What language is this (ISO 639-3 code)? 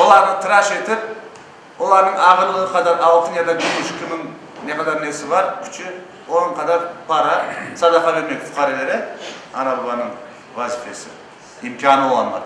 crh